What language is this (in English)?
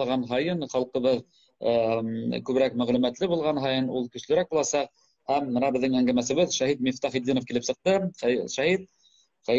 Bashkir